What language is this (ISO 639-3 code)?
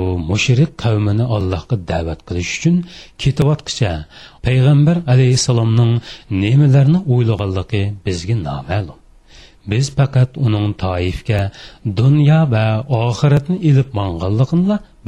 uig